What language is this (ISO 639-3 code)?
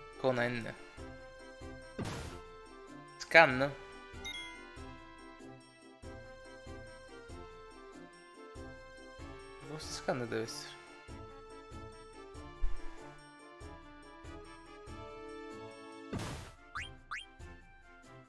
ita